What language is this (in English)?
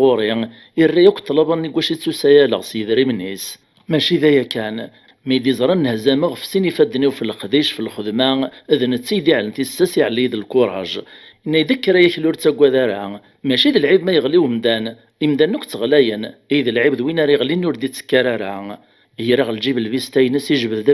Kabyle